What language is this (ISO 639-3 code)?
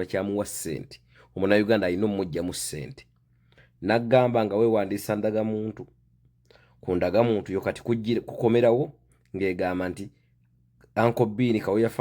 lug